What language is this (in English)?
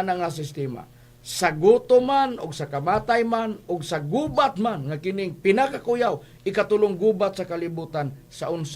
Cebuano